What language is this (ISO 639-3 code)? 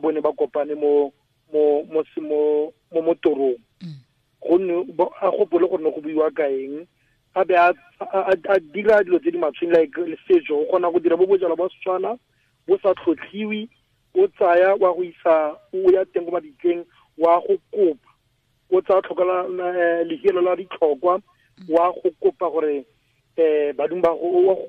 tsn